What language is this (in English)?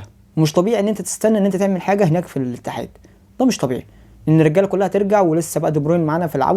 Egyptian Arabic